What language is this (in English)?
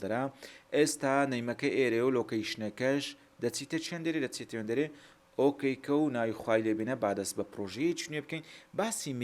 Central Kurdish